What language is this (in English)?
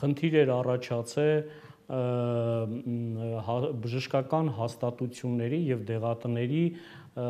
Armenian